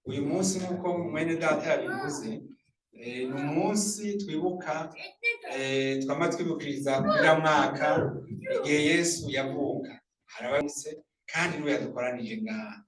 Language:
Rundi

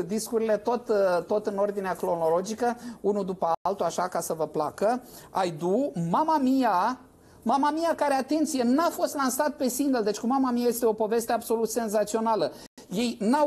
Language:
Romanian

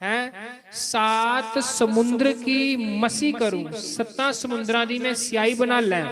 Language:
Dogri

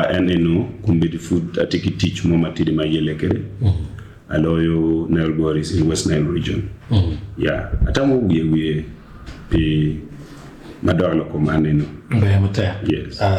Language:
Acoli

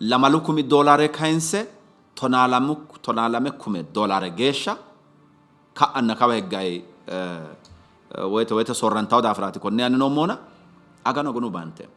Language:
Sidamo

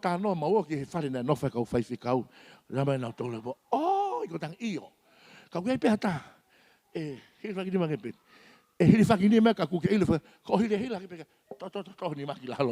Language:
Tongan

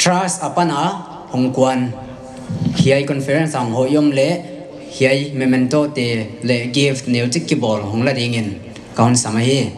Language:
Paite Chin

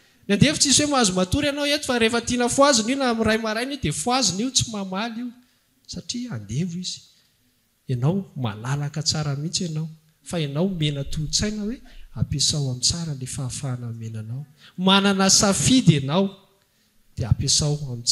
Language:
Malagasy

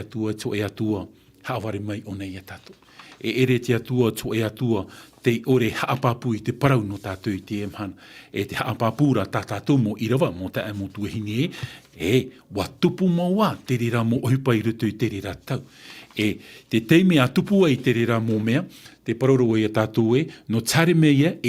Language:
Tahitian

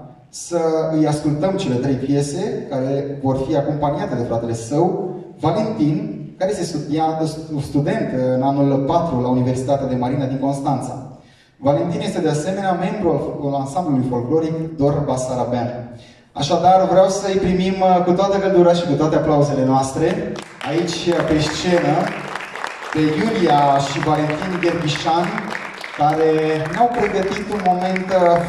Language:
Romanian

